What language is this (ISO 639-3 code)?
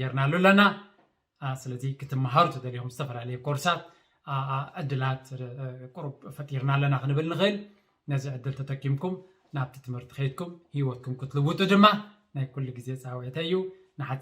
tir